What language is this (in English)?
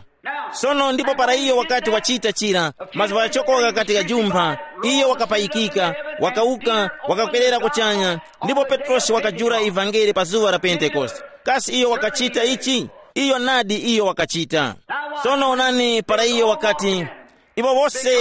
Tumbuka